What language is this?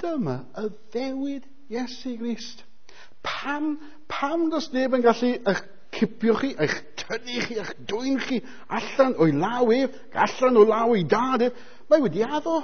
Welsh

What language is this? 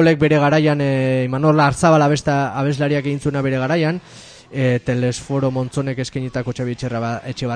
Basque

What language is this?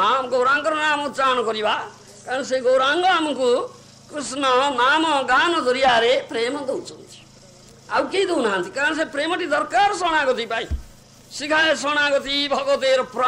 Odia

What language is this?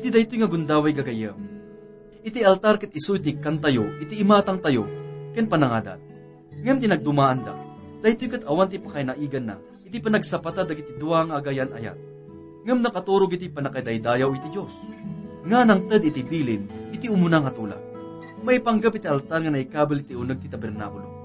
Iloko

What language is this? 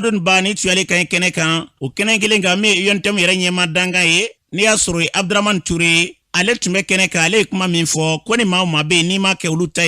Bambara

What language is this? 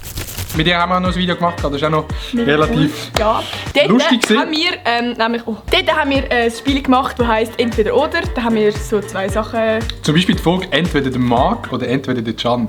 Swiss German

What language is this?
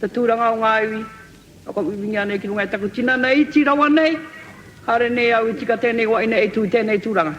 Māori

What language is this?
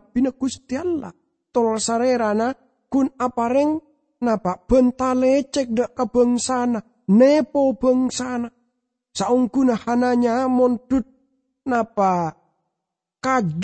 Madurese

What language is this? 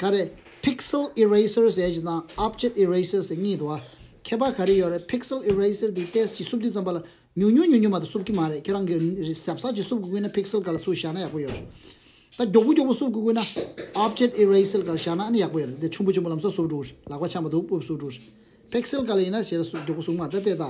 Tibetan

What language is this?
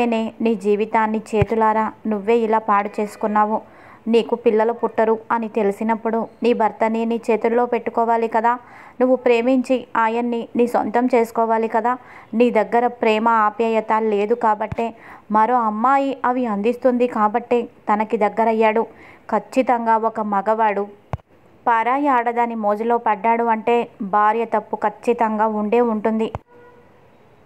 Telugu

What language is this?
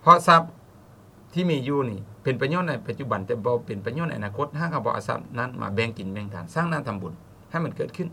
Lao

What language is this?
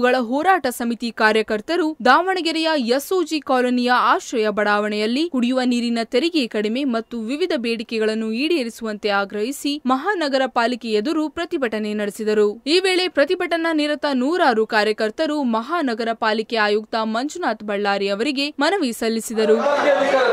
Kannada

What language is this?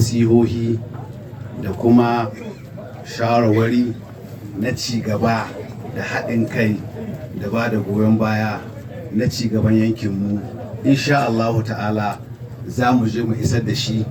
Hausa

